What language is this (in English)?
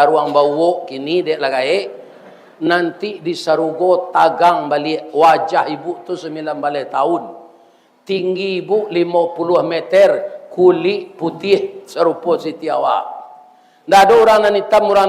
Minangkabau